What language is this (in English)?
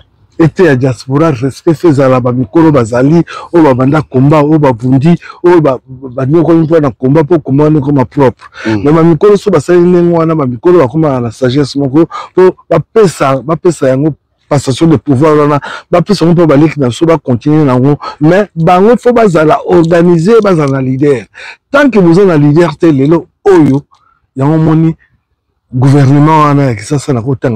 Lingala